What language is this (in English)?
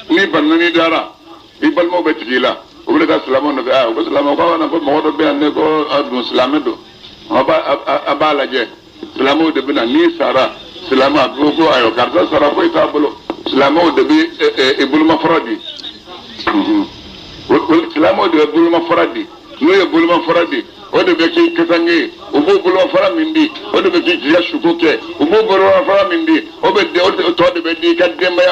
Bambara